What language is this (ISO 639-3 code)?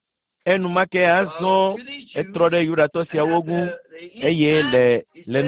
ewe